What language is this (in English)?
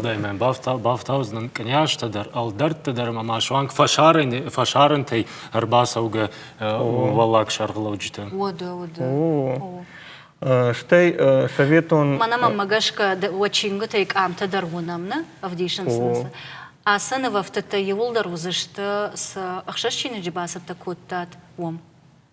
Ossetic